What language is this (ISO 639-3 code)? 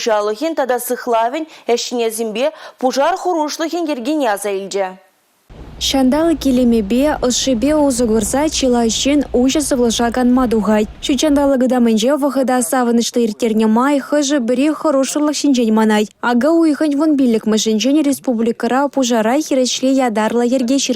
chv